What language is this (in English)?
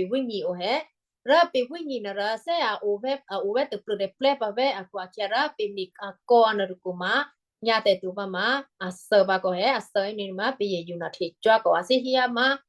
Western Kayah